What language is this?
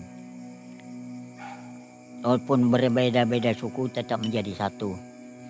Indonesian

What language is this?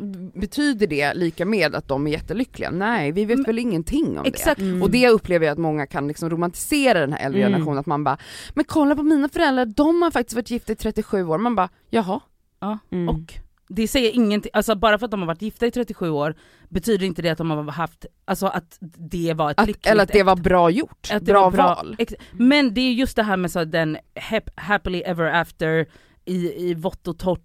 Swedish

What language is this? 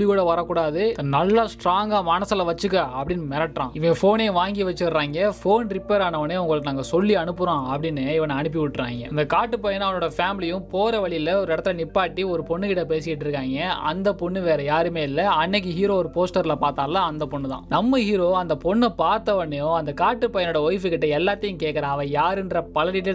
Tamil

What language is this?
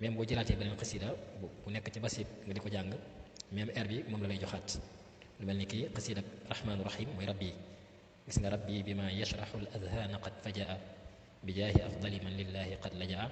Wolof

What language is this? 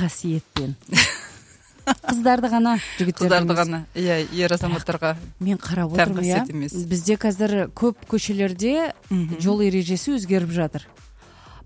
Kazakh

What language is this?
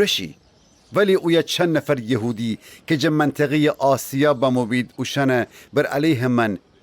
Gilaki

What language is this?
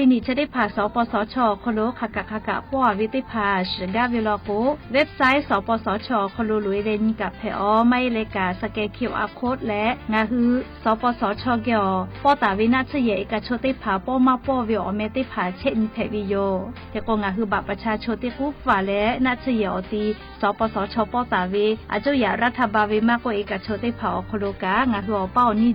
Lahu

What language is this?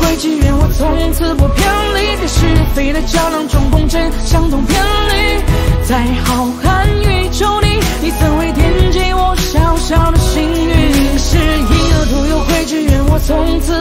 Chinese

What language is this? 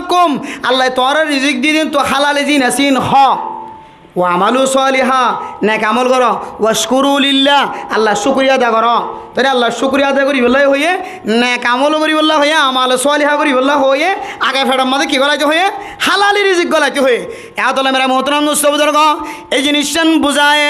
Rohingya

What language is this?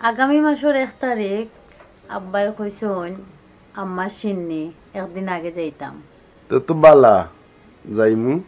Sylheti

